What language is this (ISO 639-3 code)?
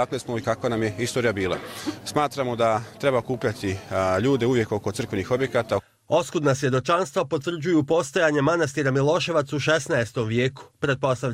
hrv